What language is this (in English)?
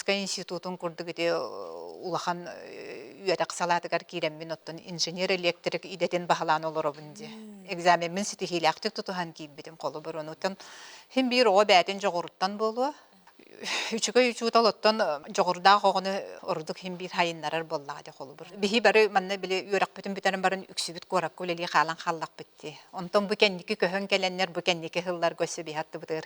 Yakut